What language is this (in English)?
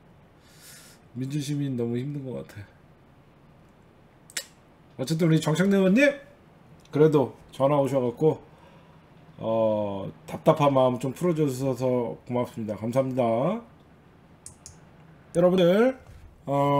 Korean